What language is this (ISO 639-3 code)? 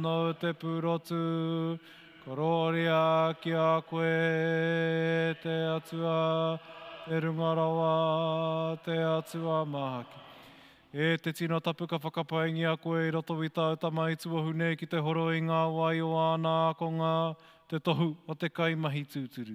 mri